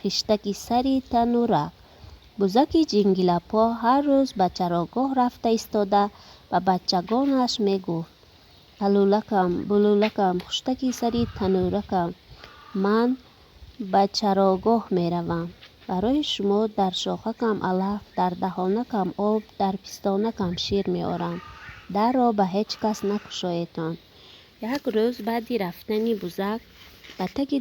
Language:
Tajik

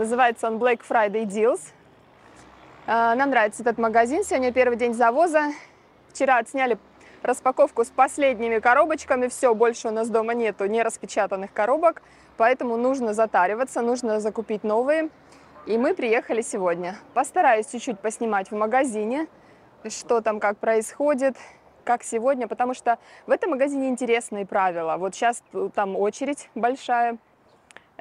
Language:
Russian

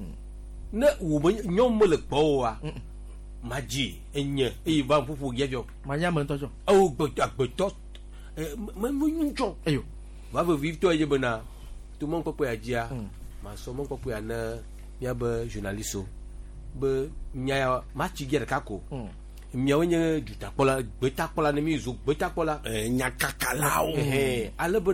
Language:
Gen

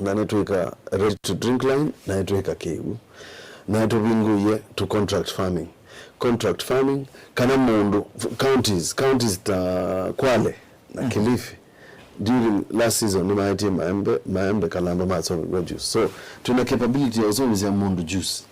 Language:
Kamba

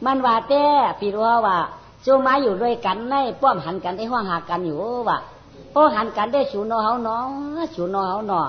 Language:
Shan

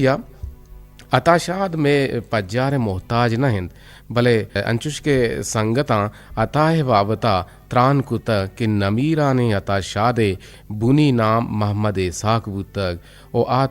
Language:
Eastern Balochi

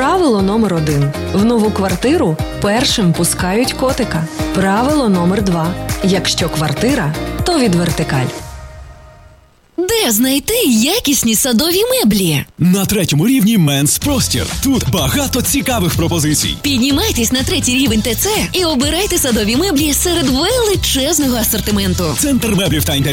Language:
Ukrainian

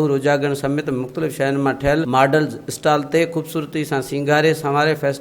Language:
Sindhi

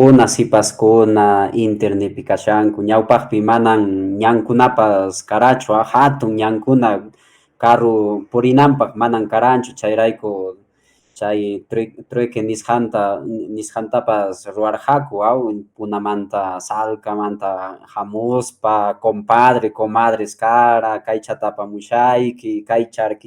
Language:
Quechua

